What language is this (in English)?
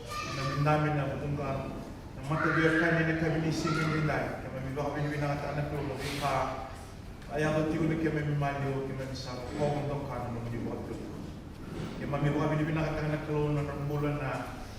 Fijian